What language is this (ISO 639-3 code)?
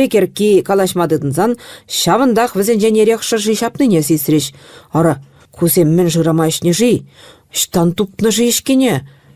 chv